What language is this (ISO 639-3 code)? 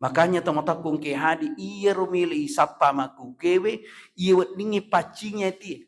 bug